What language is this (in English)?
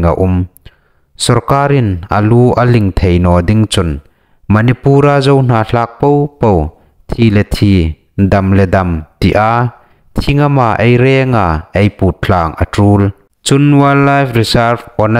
Hmar